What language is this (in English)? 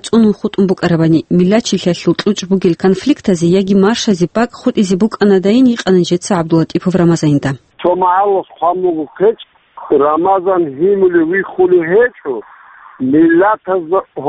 Avaric